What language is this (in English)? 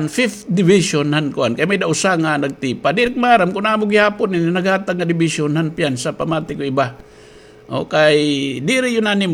Waray